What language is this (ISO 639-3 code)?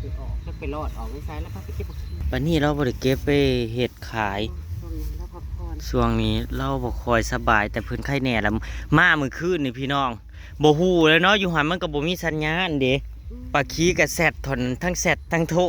tts